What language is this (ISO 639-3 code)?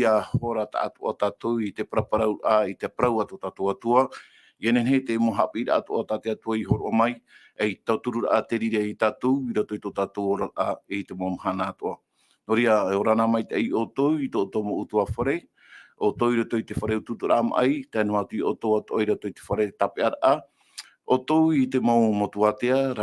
tah